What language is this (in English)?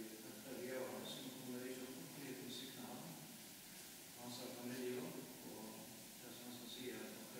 Faroese